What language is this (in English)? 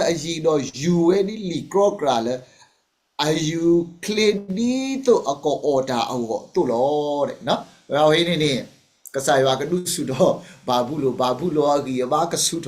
S'gaw Karen